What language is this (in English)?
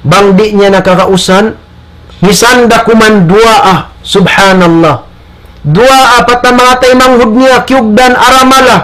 Tausug